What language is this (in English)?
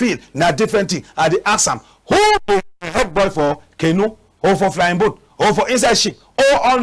Cameroon Pidgin